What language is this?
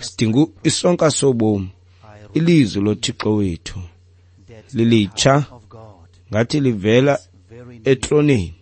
Xhosa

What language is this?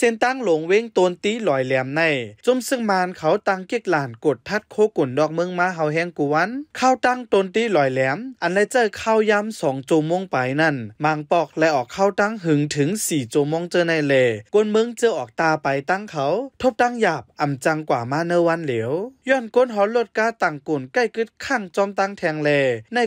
Shan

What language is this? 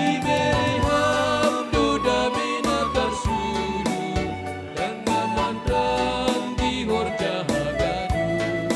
Batak Simalungun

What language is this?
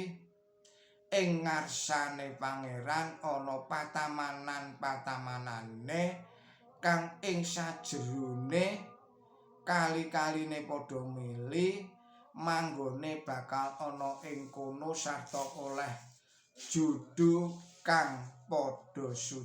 Javanese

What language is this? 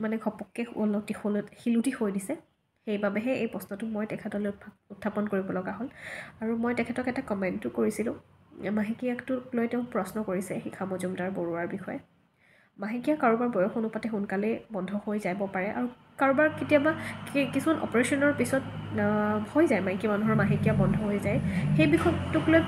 Assamese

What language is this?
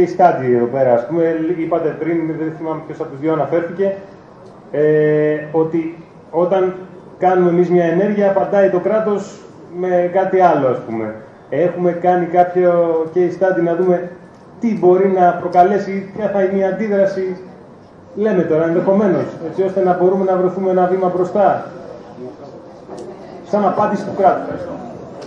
Greek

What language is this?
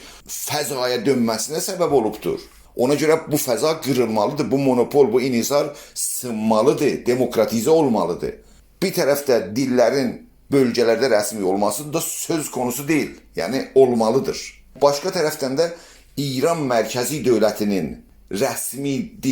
South Azerbaijani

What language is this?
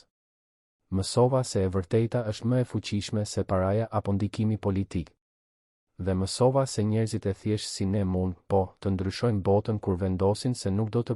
Albanian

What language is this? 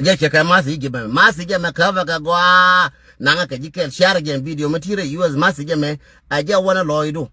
Nuer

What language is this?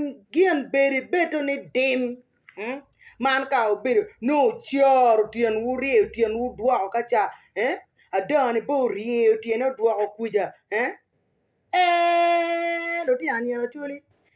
Acoli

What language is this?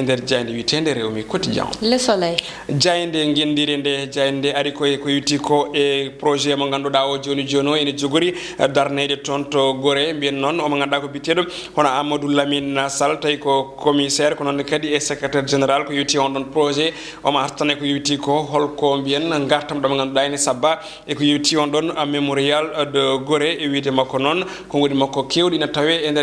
Fula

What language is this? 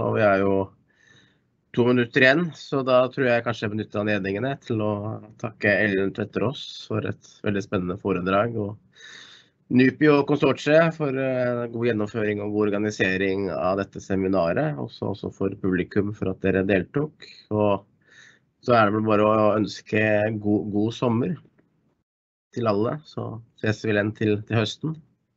Norwegian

